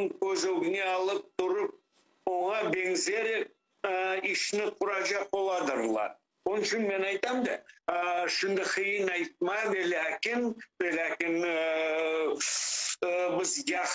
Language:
Crimean Tatar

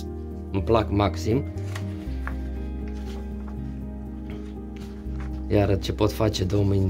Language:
Romanian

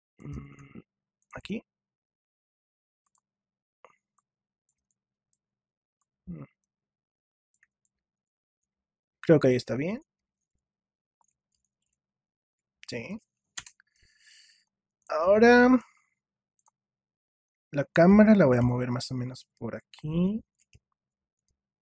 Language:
Spanish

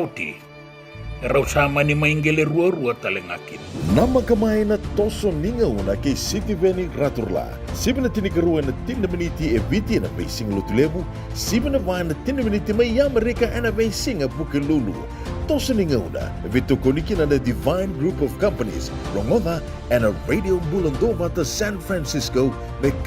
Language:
Fijian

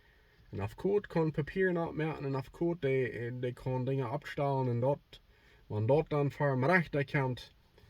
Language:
Plautdietsch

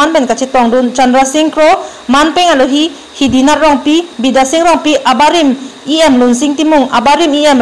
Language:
Karbi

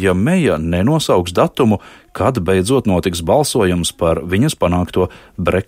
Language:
Latvian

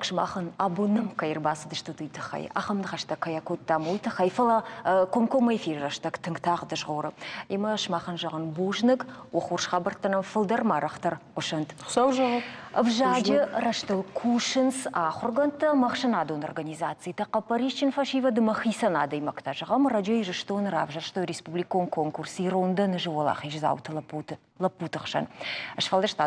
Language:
Ossetic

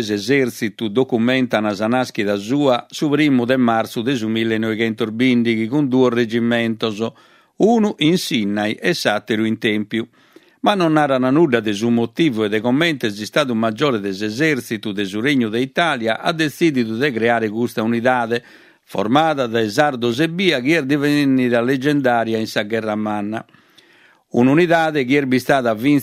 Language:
Sardinian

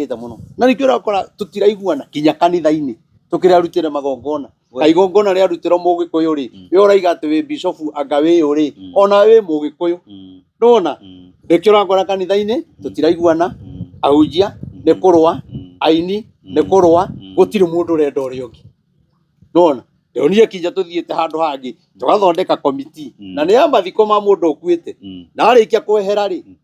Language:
Kikuyu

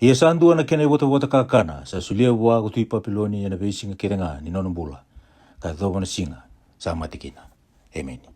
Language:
Fijian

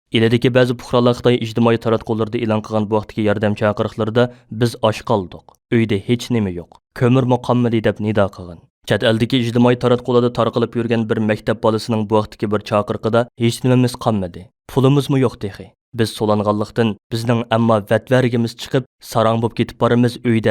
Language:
Uyghur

